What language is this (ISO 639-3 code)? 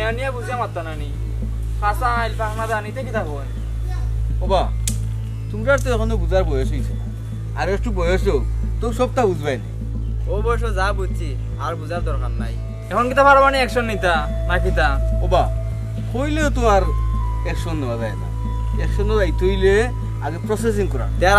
syl